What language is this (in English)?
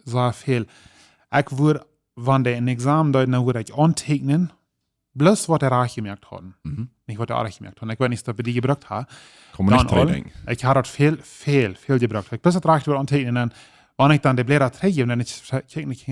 Plautdietsch